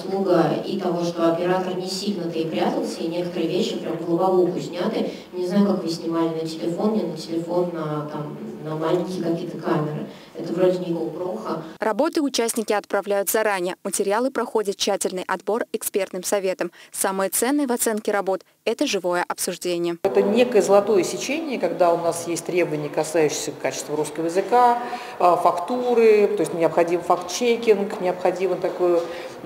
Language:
Russian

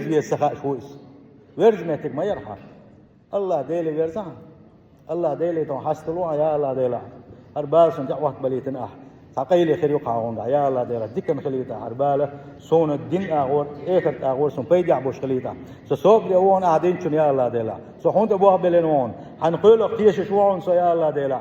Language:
Chechen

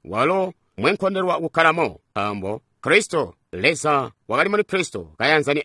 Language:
Tonga (Zambia)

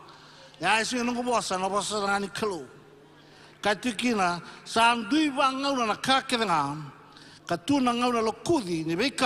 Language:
Fijian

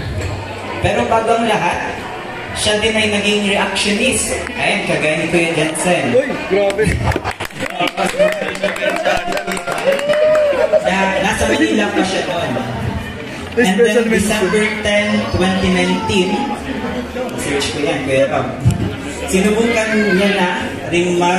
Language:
Filipino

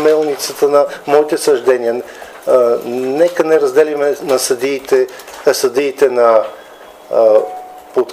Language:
Bulgarian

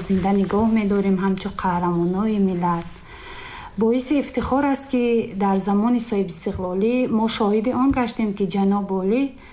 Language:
Tajik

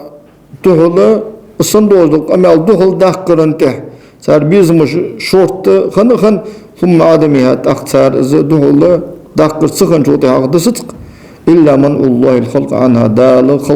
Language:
Ingush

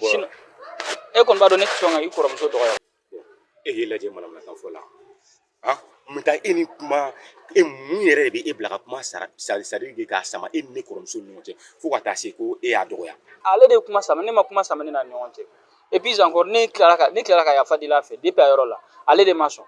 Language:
Bambara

